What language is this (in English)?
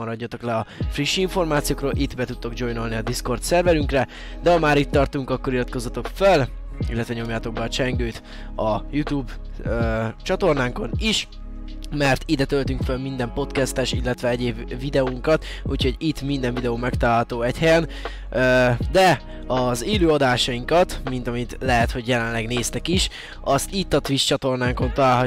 Hungarian